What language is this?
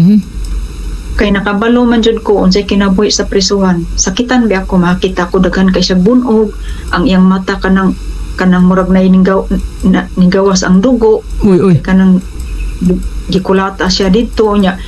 Cebuano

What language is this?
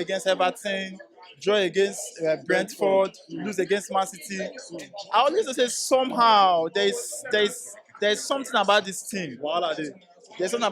Nigerian Pidgin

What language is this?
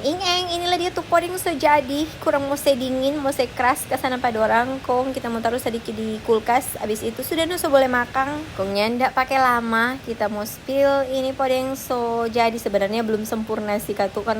Manado Malay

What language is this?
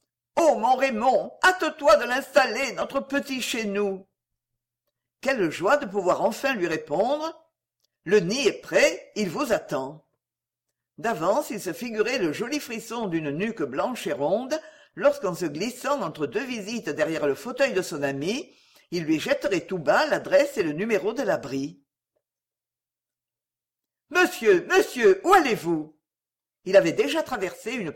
French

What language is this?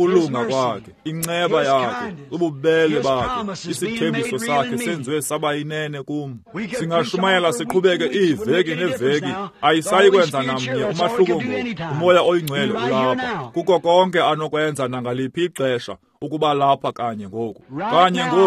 Xhosa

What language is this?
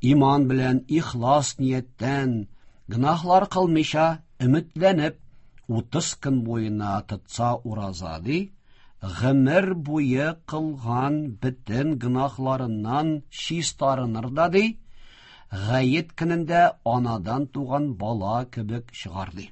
Tatar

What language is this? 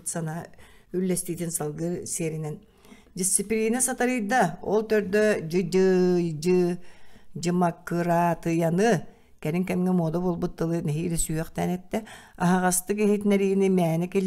Yakut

